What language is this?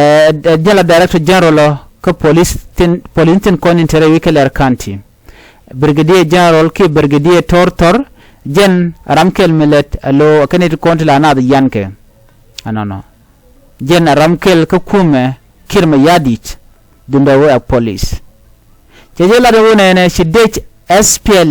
Nuer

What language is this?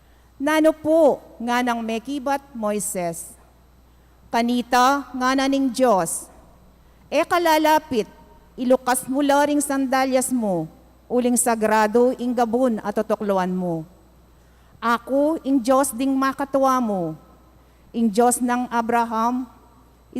Pampanga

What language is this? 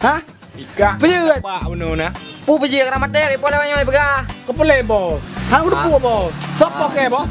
Achinese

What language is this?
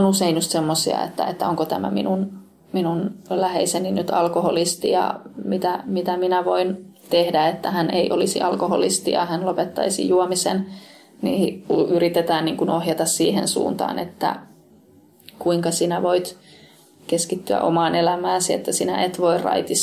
Finnish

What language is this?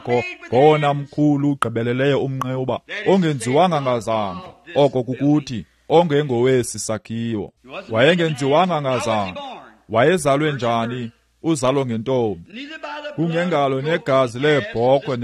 Xhosa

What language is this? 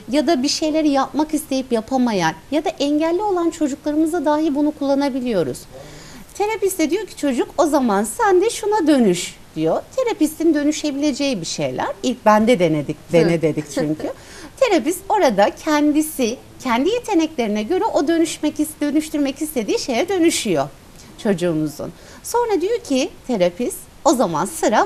Turkish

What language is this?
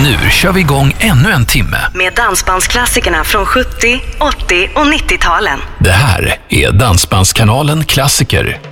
Swedish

